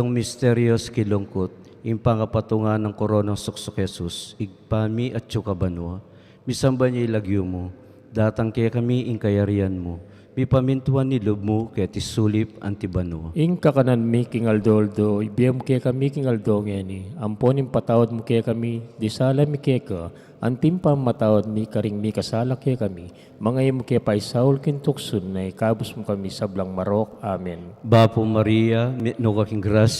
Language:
Pampanga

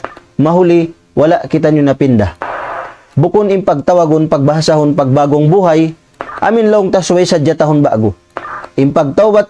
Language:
Tausug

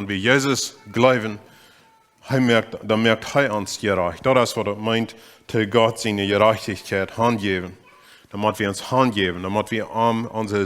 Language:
Plautdietsch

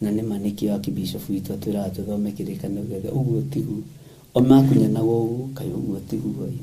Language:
Kikuyu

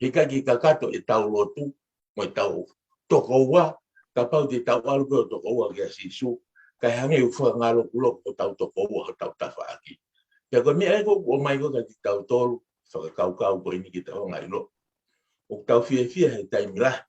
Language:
Tongan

